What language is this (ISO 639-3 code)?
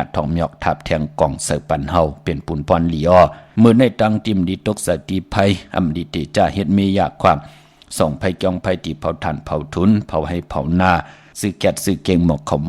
shn